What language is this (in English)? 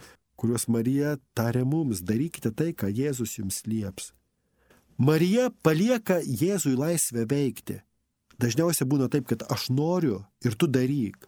Lithuanian